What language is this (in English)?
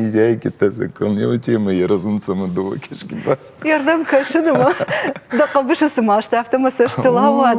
Ossetic